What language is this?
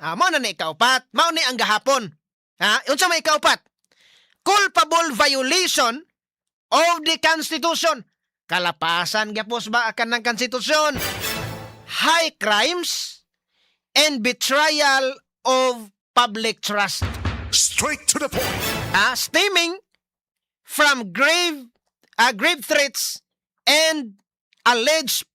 Cebuano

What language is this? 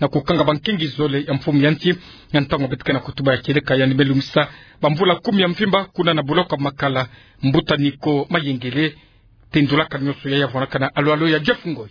Kituba (Democratic Republic of Congo)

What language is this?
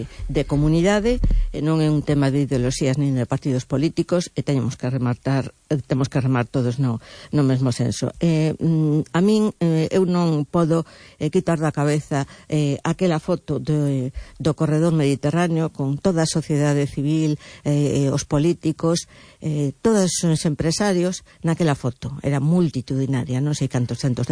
Galician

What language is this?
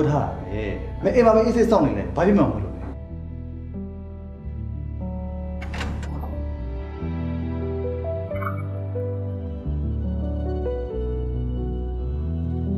Burmese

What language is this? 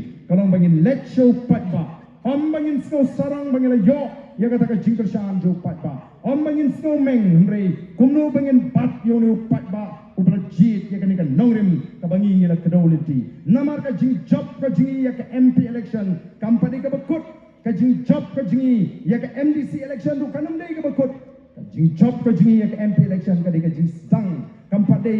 Khasi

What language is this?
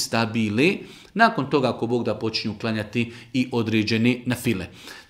Bosnian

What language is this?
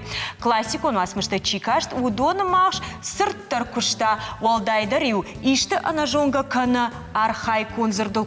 Ossetic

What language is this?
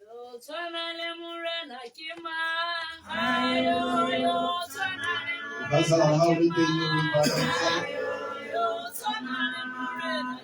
Tswana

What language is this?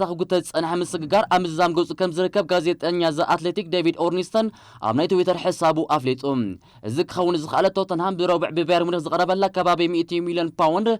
Tigrinya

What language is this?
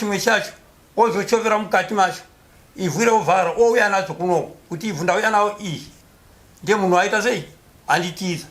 Shona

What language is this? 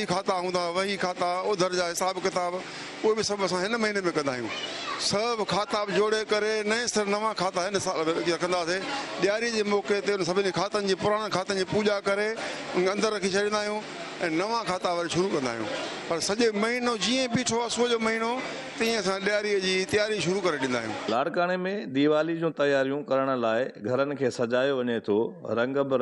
Sindhi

